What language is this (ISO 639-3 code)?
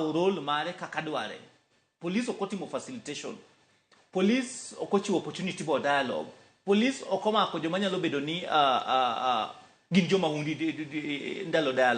luo